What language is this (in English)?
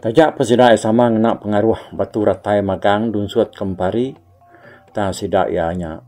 Iban